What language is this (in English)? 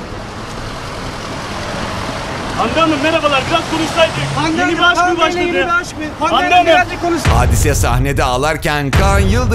Turkish